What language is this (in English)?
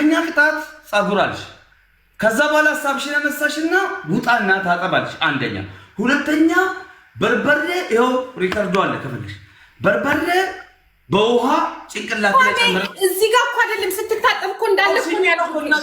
Amharic